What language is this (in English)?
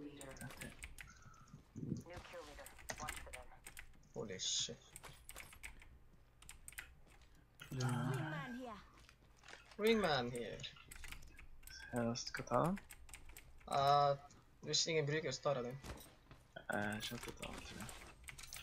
Norwegian